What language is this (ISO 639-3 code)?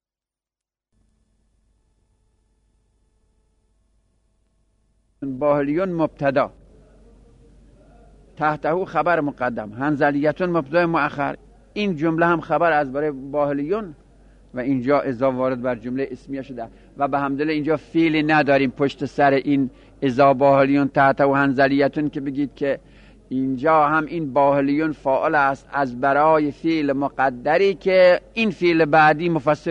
fas